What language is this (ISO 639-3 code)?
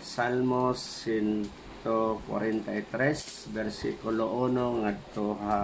war